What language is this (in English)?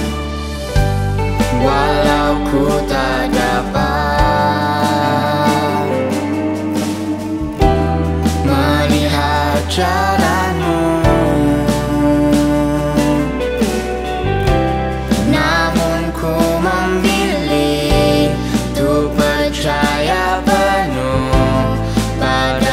Indonesian